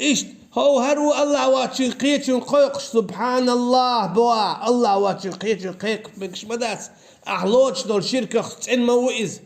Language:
Chechen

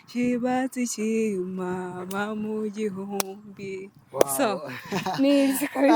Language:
Kinyarwanda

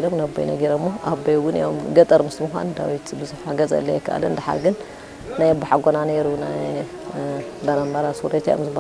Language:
Tigrinya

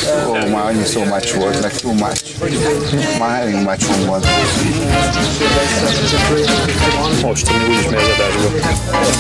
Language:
Hungarian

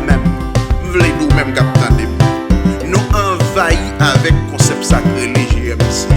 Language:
Haitian Creole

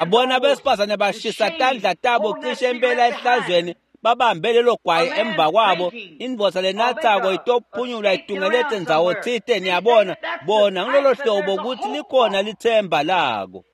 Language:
Swati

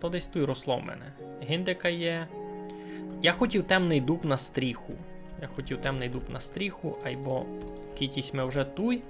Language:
Rusyn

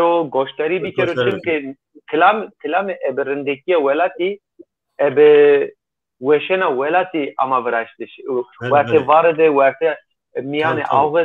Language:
Zaza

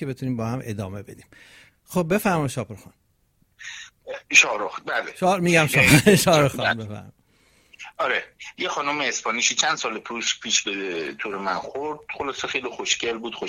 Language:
Persian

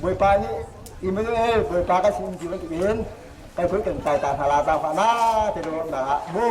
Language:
Hakha Chin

